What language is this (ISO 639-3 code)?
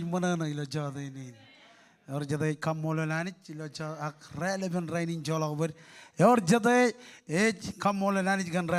mah